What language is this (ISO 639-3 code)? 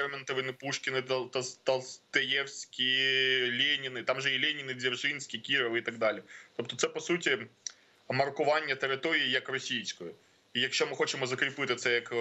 ukr